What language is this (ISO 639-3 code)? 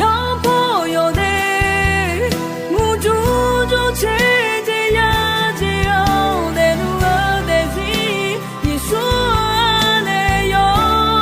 ahk